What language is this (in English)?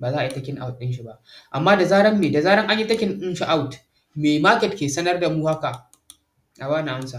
Hausa